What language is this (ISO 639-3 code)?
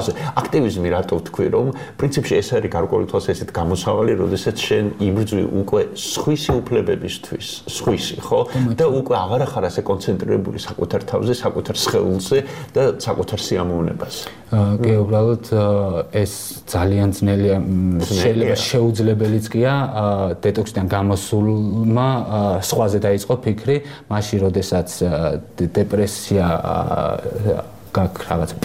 kat